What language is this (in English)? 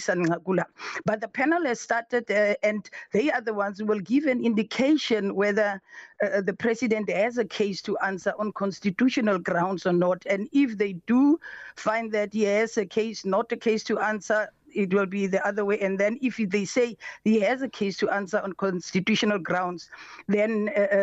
English